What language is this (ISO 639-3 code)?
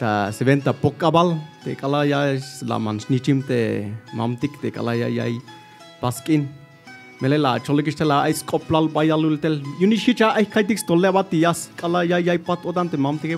tzh